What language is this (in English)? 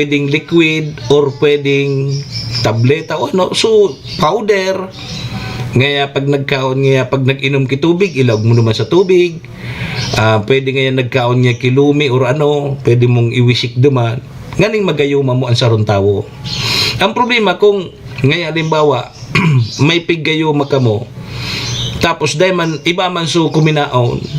Bikol